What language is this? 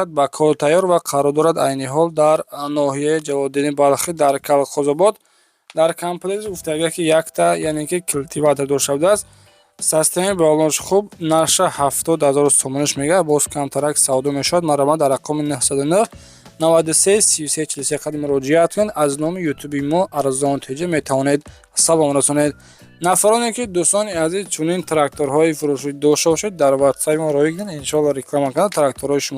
Tajik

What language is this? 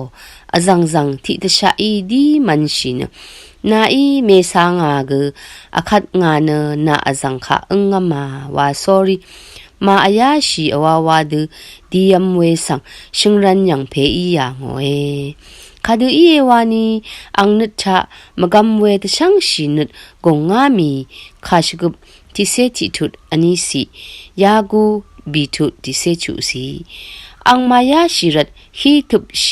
Rawang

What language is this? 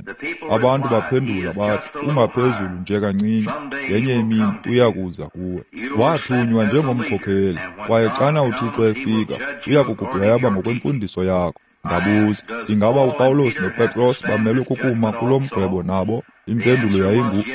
Xhosa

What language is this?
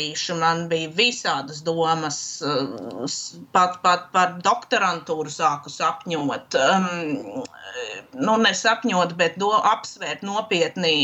Latvian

